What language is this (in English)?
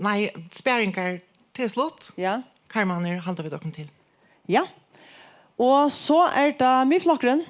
Faroese